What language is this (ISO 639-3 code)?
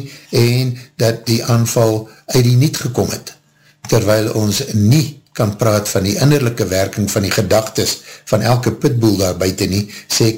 afr